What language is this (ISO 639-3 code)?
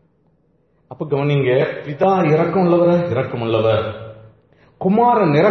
tam